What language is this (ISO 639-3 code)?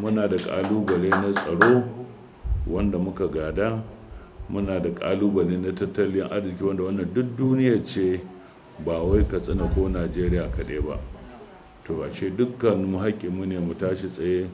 hau